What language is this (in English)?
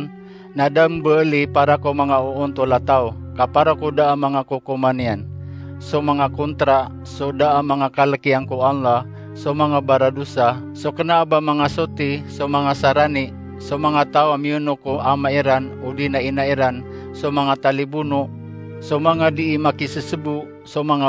Maranao